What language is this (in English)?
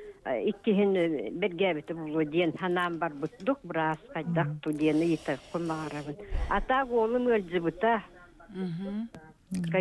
Yakut